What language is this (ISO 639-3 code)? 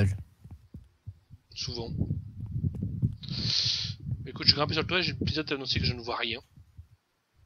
fra